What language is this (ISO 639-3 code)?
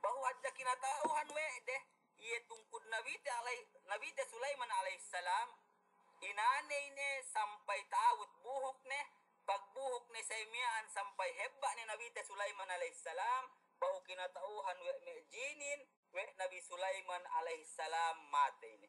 yka